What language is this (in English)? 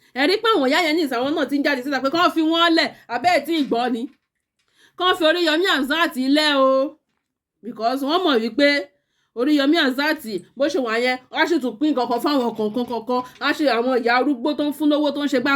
Yoruba